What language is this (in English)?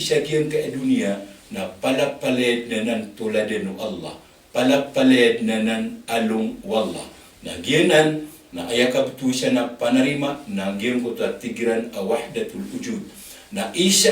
Maranao